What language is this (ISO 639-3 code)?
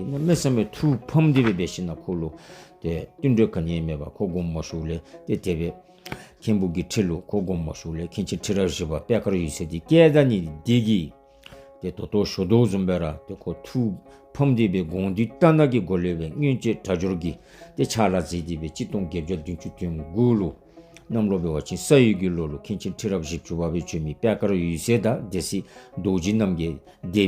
dzo